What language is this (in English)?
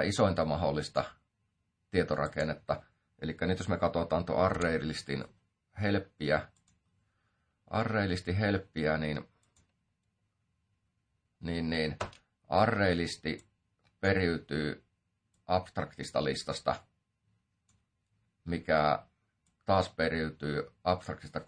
Finnish